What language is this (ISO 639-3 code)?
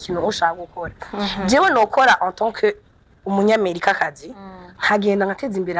run